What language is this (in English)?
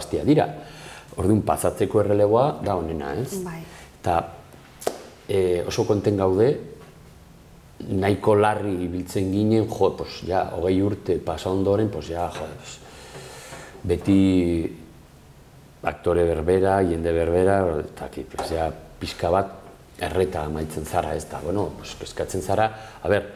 Basque